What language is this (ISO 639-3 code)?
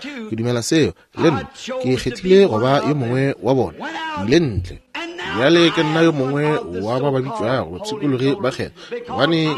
nso